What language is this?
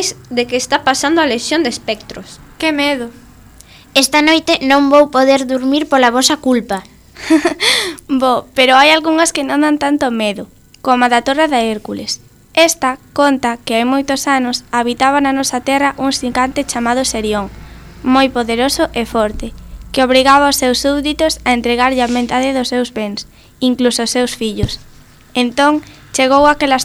Galician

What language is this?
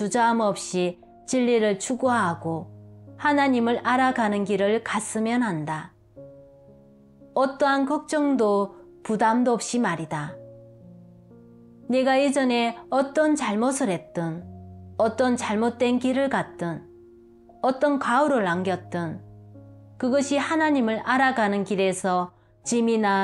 Korean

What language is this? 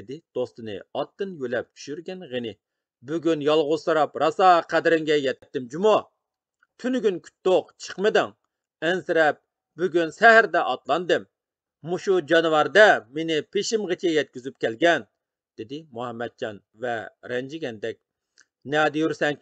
Uyghur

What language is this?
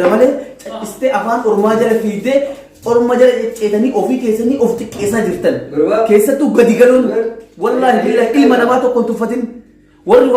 Oromo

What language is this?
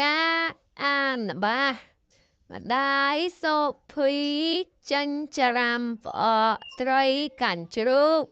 Khmer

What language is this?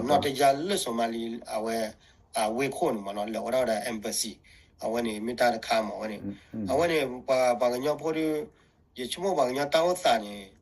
S'gaw Karen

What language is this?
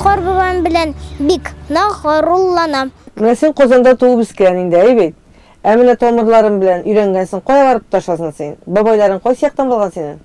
Tatar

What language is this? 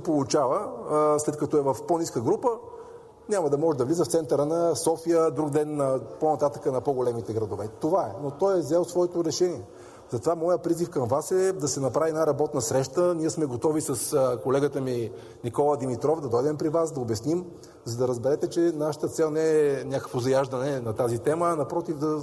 Bulgarian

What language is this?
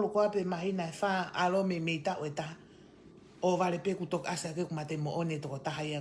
Tongan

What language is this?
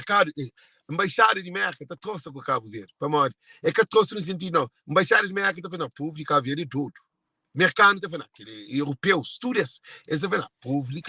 Kabuverdianu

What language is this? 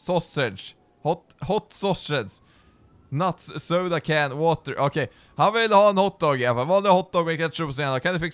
Swedish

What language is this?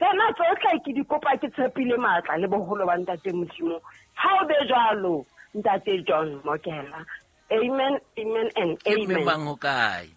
Southern Sotho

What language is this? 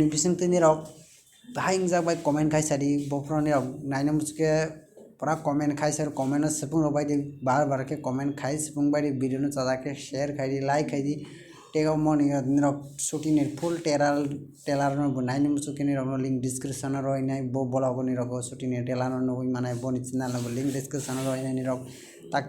Kok Borok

